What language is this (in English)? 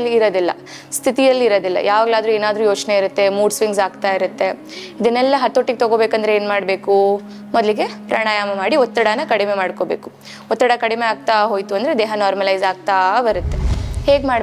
Kannada